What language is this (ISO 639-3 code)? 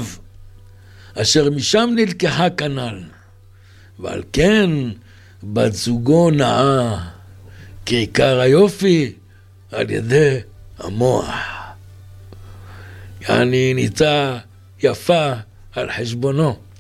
heb